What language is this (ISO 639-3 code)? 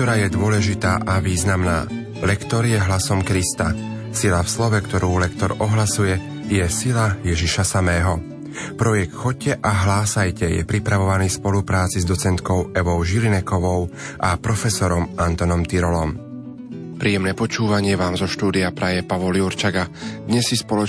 slk